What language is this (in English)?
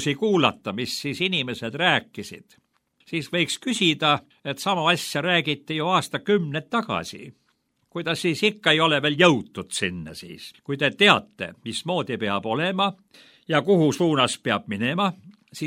Estonian